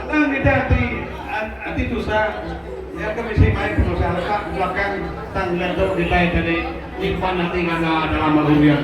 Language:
Iban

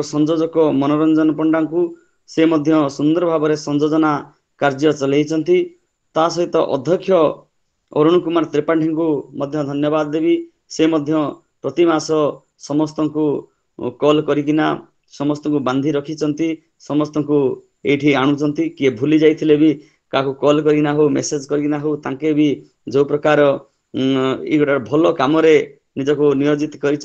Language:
Odia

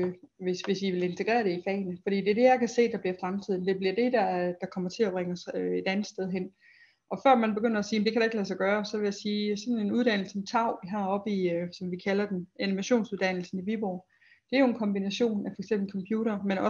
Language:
Danish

